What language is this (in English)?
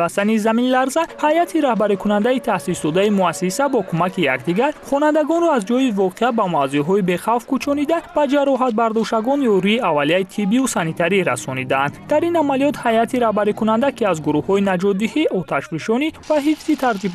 Tajik